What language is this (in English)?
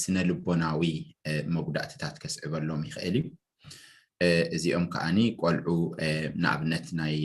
Tigrinya